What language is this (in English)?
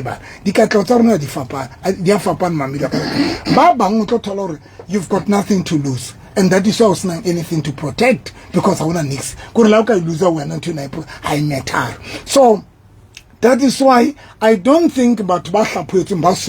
Southern Sotho